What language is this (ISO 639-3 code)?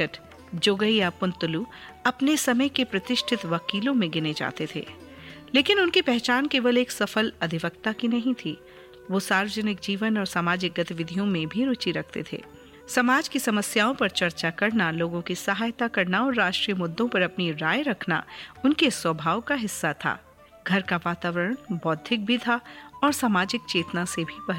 hin